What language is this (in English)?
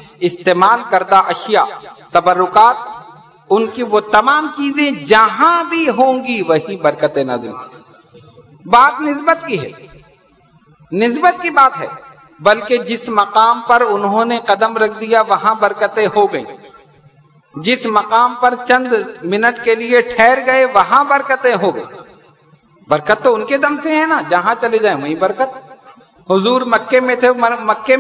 Urdu